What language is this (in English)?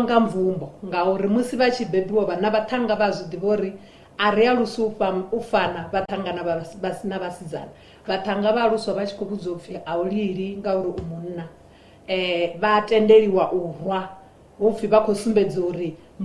Venda